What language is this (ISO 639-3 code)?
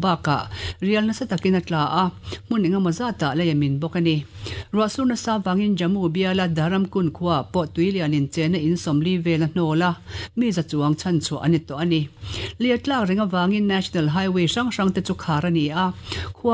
lus